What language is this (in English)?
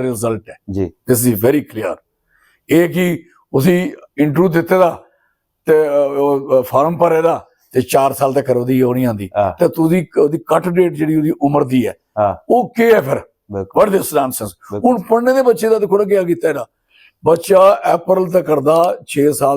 Dogri